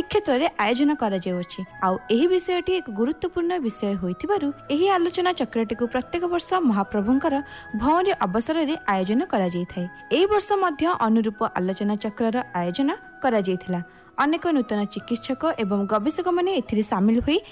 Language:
Odia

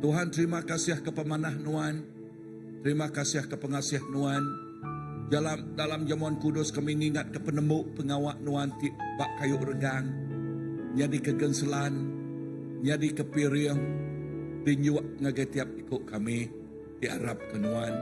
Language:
Iban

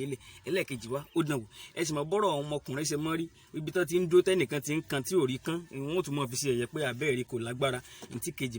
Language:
Yoruba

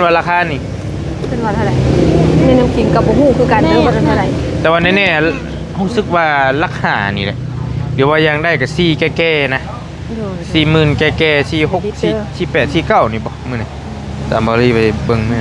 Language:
Lao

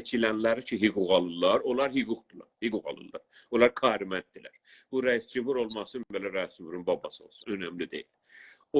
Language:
South Azerbaijani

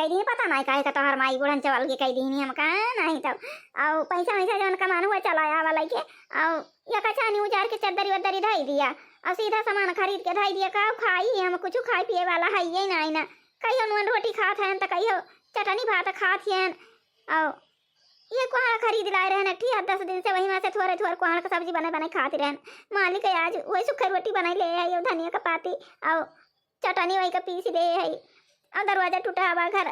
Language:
Awadhi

